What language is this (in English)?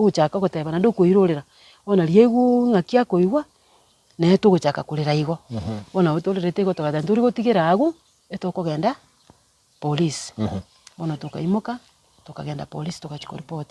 Gusii